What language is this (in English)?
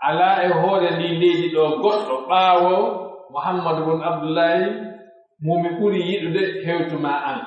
Pular